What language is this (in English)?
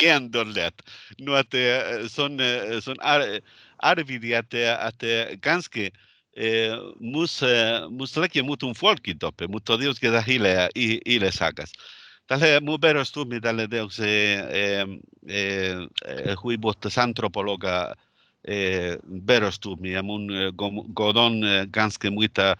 Northern Sami